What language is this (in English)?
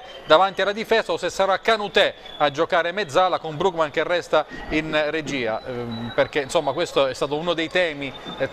Italian